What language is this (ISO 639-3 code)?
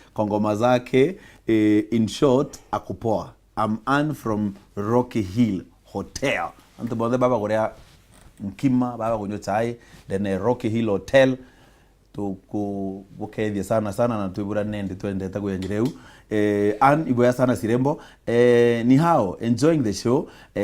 mer